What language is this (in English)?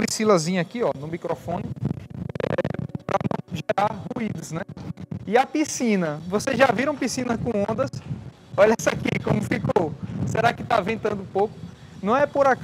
Portuguese